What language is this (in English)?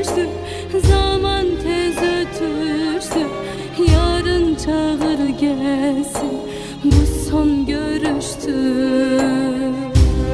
Turkish